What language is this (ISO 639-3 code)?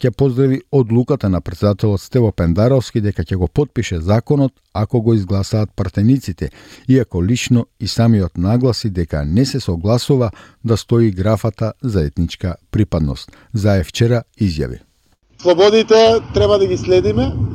mkd